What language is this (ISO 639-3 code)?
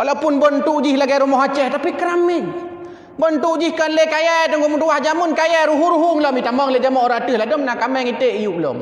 ace